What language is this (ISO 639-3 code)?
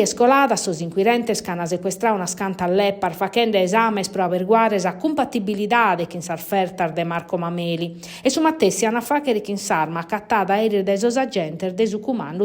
srd